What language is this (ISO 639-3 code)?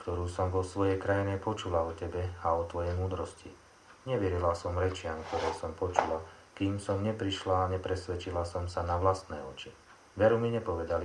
slk